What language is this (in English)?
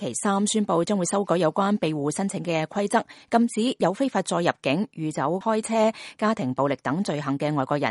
Cantonese